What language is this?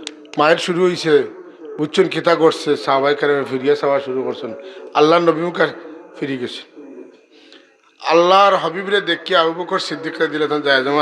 Sylheti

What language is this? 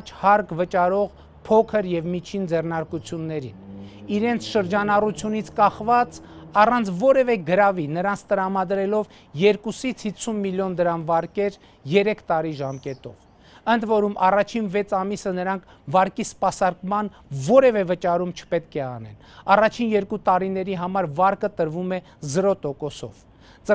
Armenian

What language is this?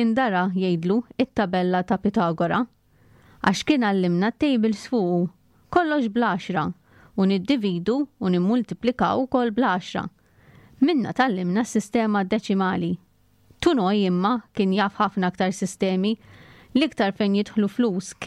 Maltese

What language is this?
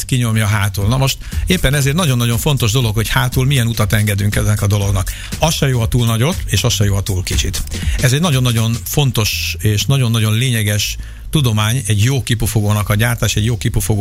Hungarian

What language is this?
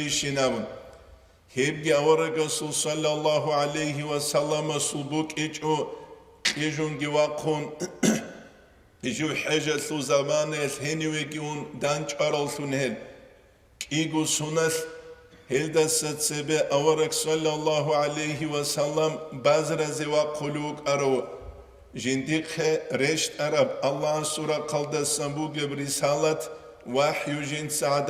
Avaric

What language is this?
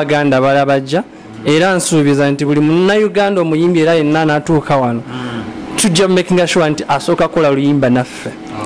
Ganda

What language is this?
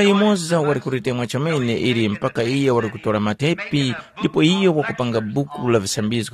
Tumbuka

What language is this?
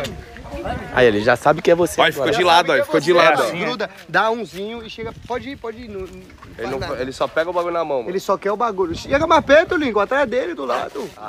Portuguese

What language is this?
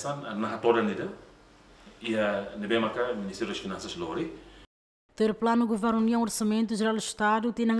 Tetum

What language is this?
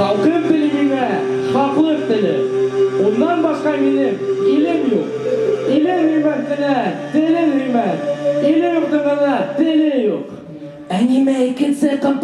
Bashkir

